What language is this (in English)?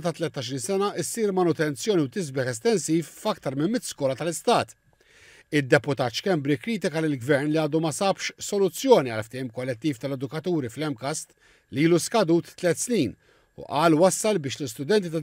Maltese